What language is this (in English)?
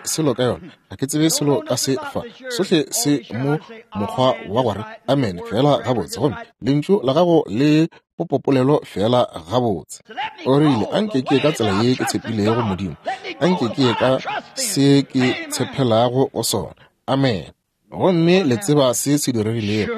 Northern Sotho